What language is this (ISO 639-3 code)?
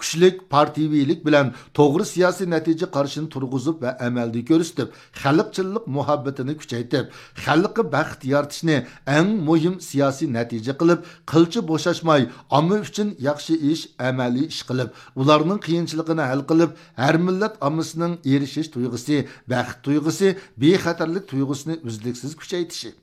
uig